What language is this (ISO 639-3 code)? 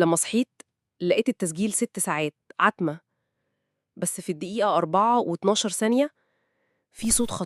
arz